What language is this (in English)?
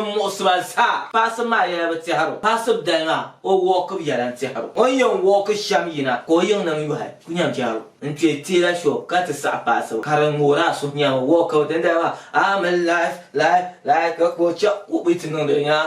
Dagbani